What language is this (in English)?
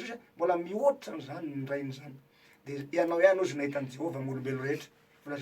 Malagasy